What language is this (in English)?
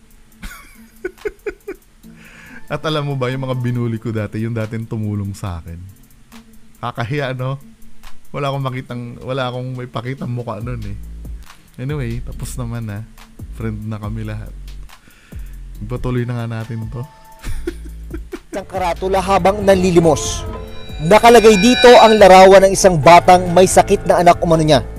Filipino